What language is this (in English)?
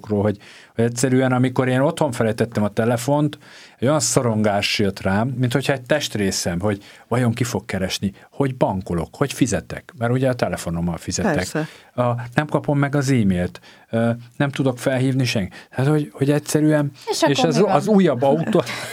Hungarian